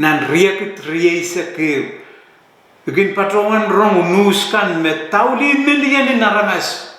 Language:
Pohnpeian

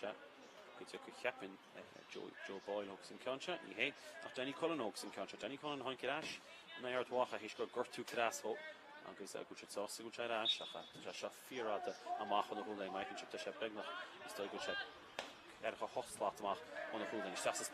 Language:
Irish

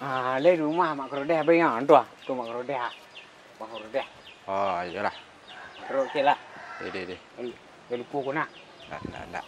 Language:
Minangkabau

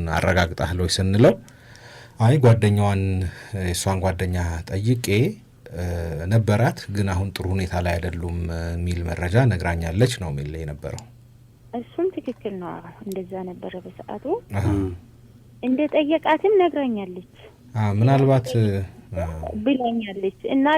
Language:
Amharic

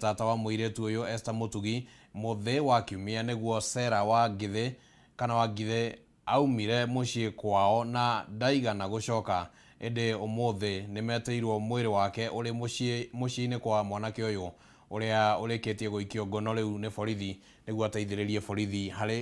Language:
Kikuyu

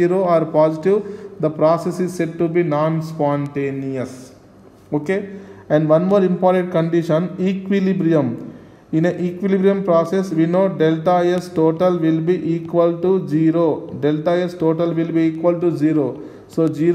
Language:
English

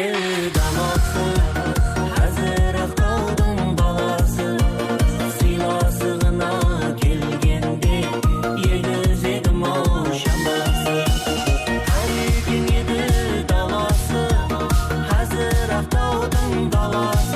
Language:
Kara-Kalpak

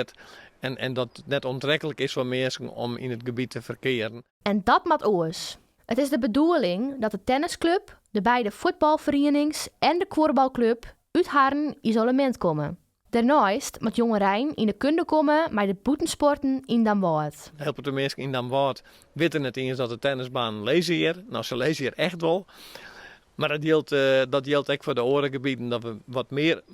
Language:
Western Frisian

